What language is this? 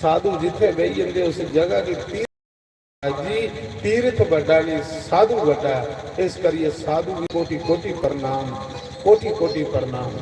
Dogri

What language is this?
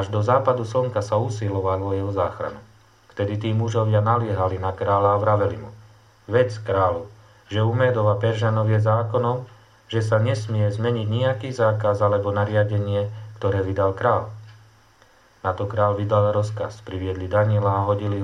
Slovak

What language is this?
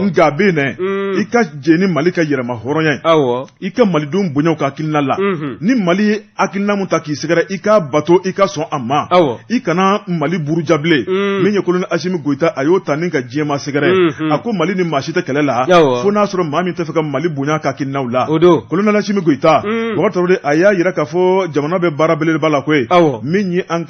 Bambara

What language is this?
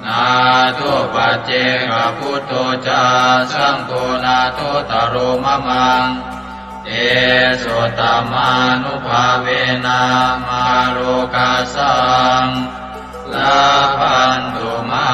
Pali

